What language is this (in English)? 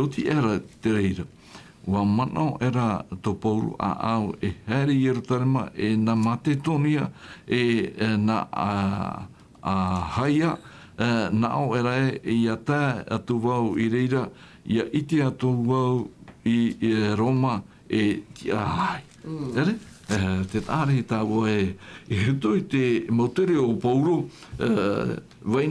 Tahitian